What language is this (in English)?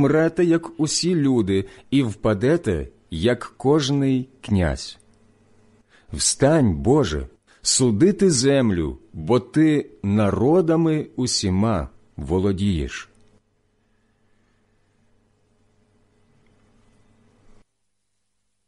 Ukrainian